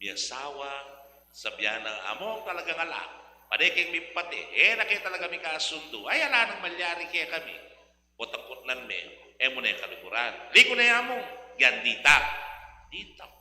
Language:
Pampanga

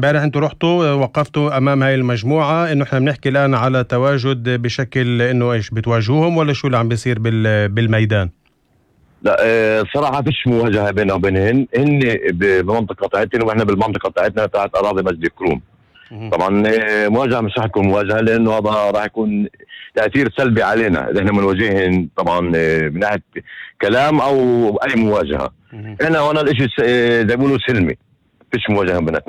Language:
North Levantine Arabic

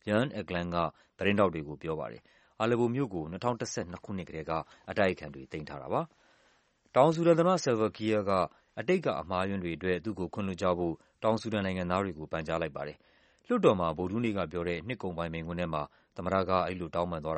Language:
Burmese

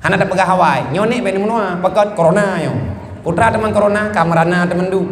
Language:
Achinese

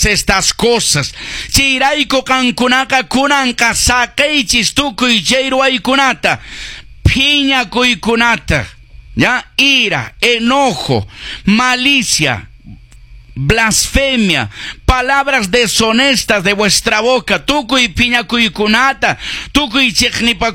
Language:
Quechua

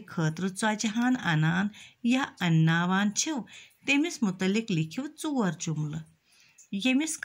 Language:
Kashmiri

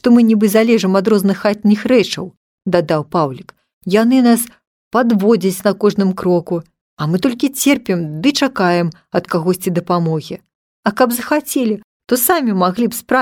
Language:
Belarusian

